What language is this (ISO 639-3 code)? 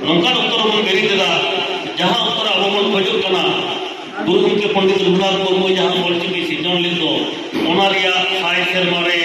sat